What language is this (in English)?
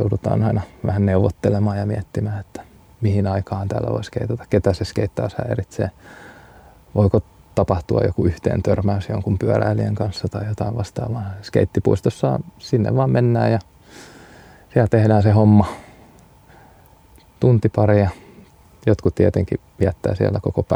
Finnish